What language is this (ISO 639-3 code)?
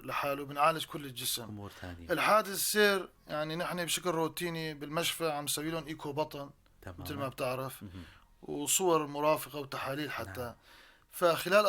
apc